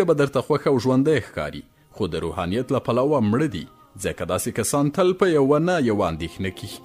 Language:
Pashto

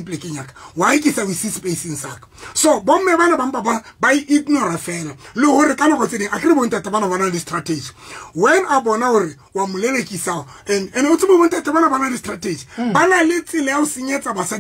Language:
Southern Sotho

